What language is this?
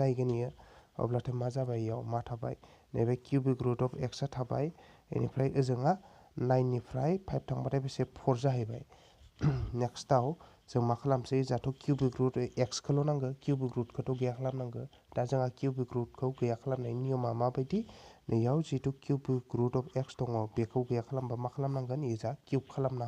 Bodo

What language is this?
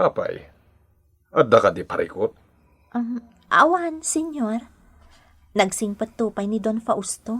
Iloko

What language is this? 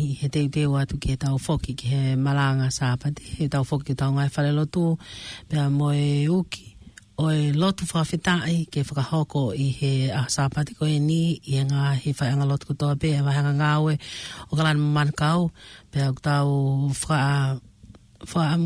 Tongan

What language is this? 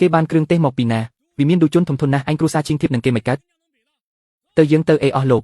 Khmer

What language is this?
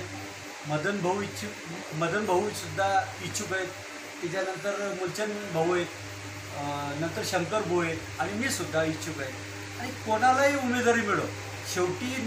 Marathi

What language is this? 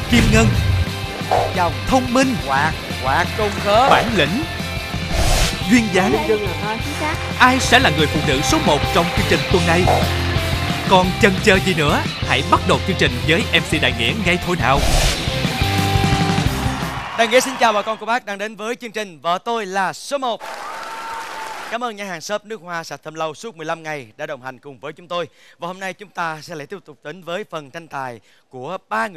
Vietnamese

